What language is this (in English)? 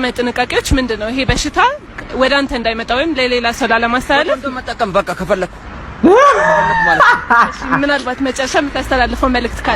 Amharic